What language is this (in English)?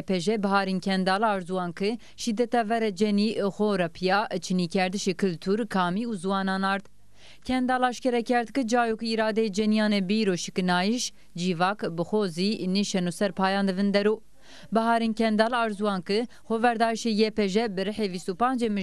Zaza